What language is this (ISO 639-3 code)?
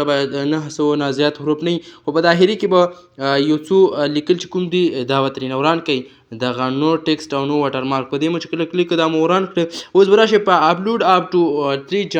pus